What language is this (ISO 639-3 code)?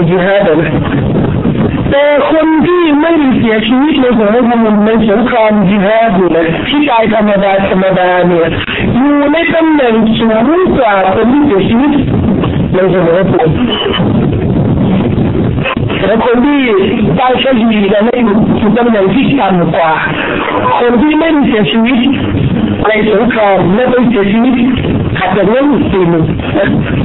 tha